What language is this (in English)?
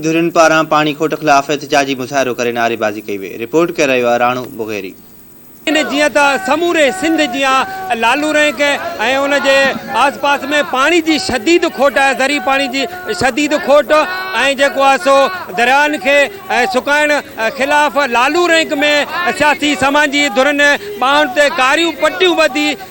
Sindhi